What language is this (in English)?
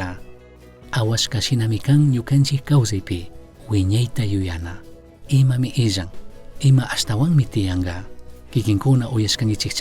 Chimborazo Highland Quichua